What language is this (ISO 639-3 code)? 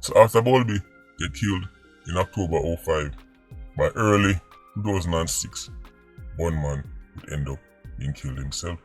jam